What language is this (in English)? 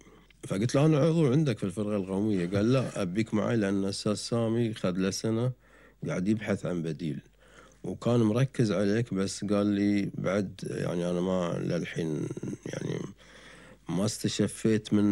Gulf Arabic